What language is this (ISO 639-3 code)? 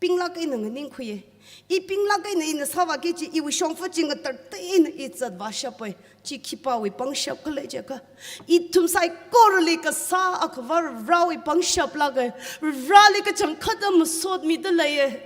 nmf